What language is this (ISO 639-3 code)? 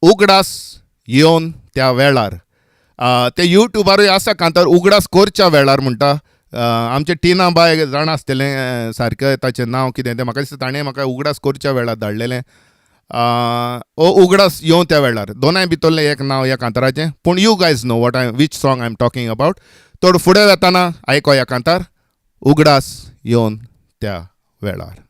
kok